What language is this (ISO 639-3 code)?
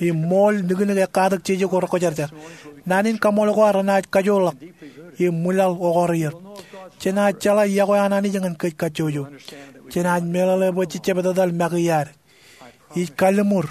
mah